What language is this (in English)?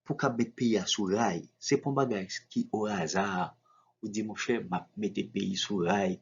Haitian Creole